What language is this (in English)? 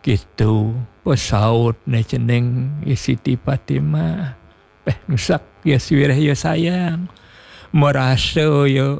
Balinese